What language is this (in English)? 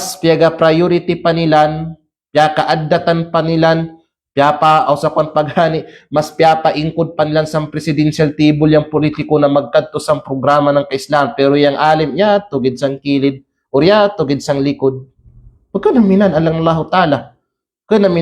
Kalagan